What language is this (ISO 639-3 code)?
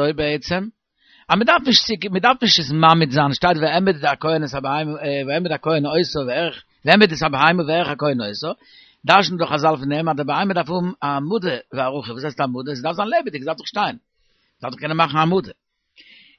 yid